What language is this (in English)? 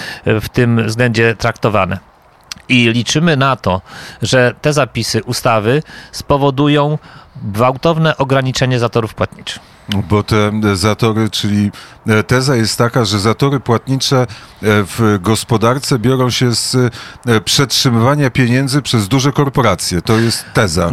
Polish